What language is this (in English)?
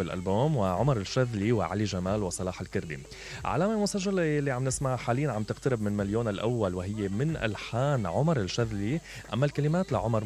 Mesopotamian Arabic